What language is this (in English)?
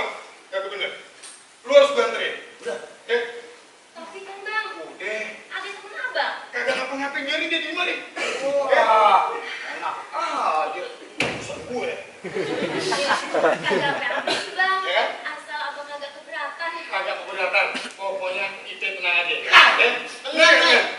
Betawi